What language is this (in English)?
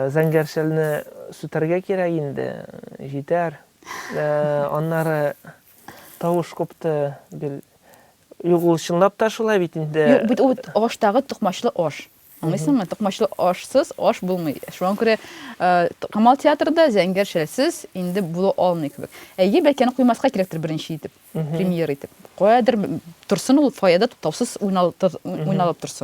Tatar